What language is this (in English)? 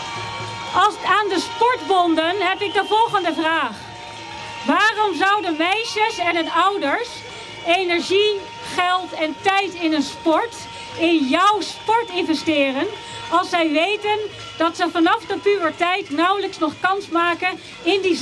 Dutch